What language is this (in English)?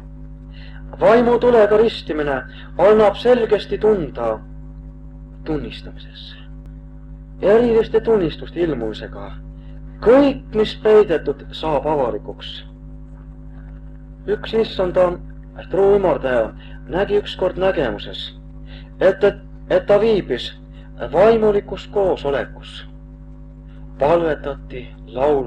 Estonian